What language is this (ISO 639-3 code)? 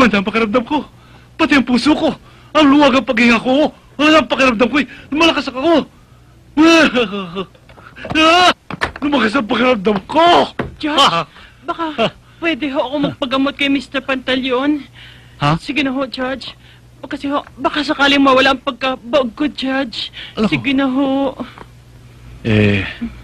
fil